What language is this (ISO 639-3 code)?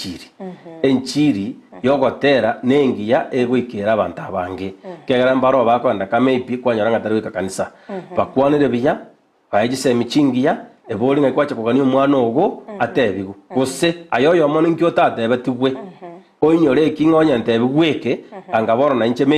guz